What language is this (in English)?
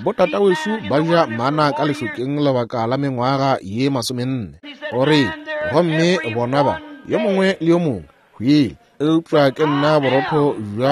Northern Sotho